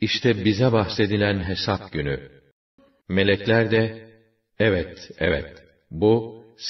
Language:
Turkish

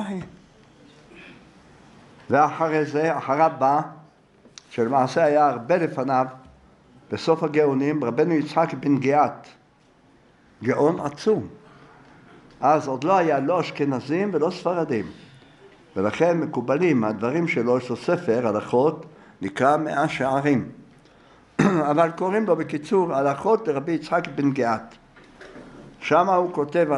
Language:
Hebrew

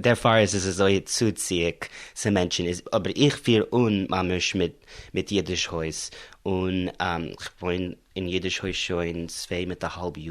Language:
Yiddish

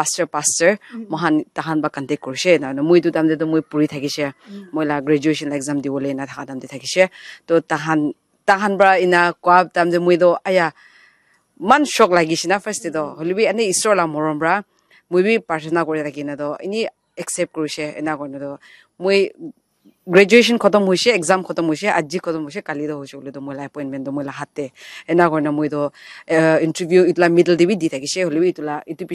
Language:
Naga Pidgin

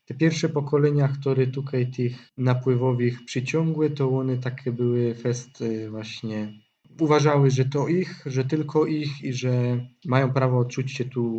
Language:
Silesian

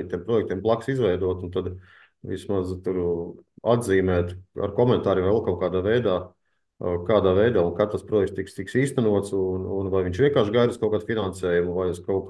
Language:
Latvian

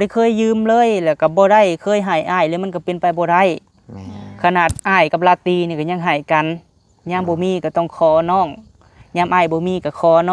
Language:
Lao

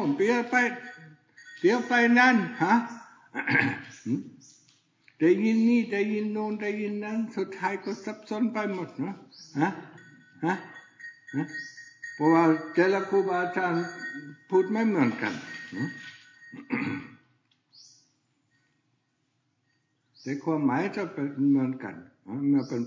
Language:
Thai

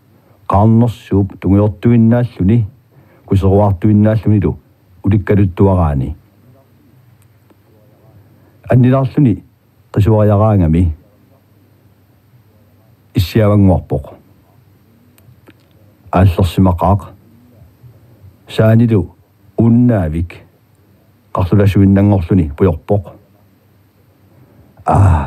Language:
Kalaallisut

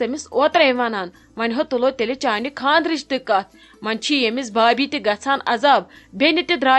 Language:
Kashmiri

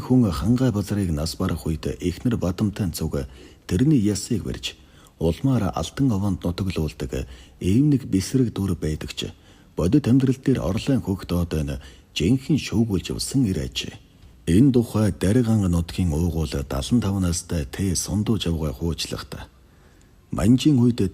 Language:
Mongolian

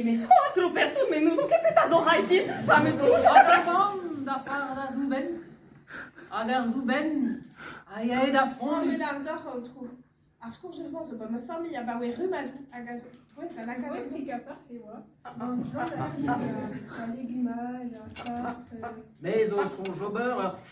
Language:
Breton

